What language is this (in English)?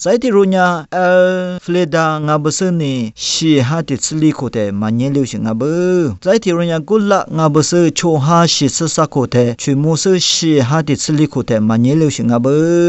Lisu